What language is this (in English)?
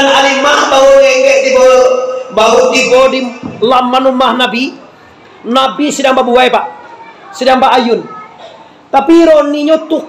Minangkabau